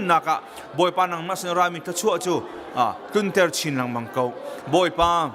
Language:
Hakha Chin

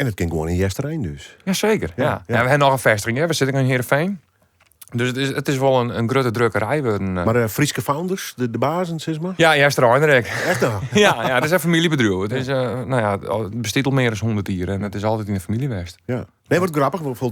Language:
Western Frisian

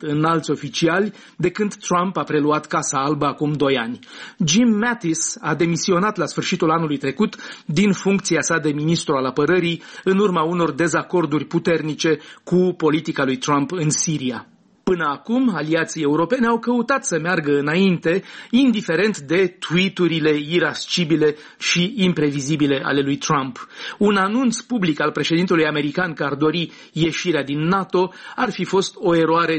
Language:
Romanian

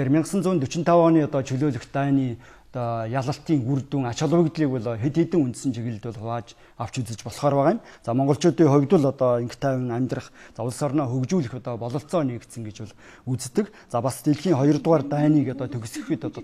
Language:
Mongolian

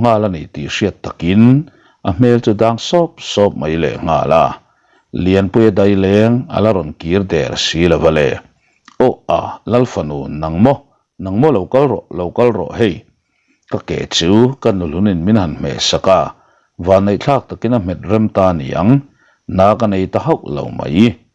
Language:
Mizo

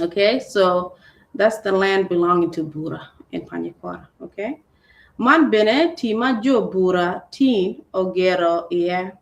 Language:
Acoli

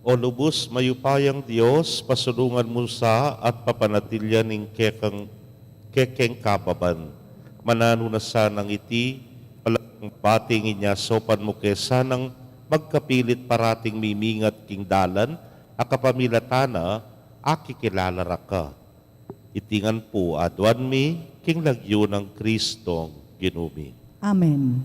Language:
Pampanga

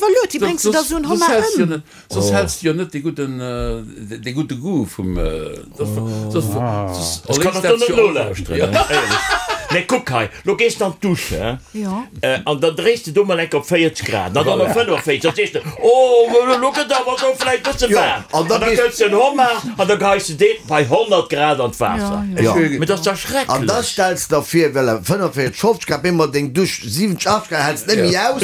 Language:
Luxembourgish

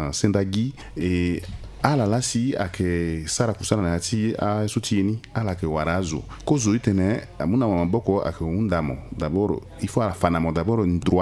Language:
Sango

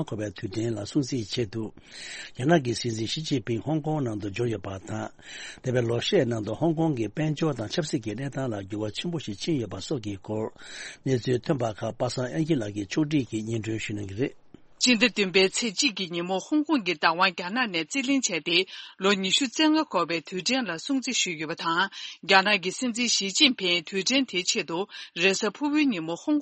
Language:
Tibetan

